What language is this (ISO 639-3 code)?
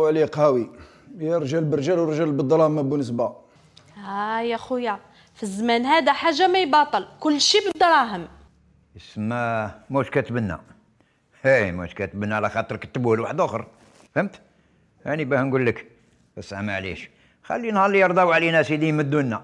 arq